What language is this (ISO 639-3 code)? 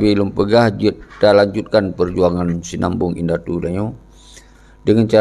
ace